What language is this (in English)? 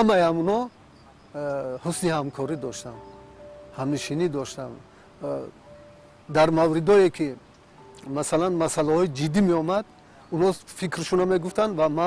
Tajik